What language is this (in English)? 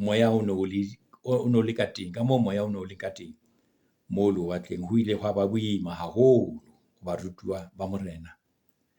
Southern Sotho